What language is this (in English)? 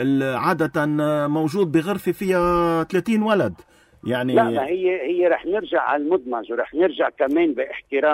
North Levantine Arabic